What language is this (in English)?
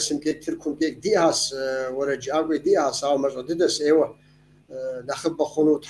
Kabardian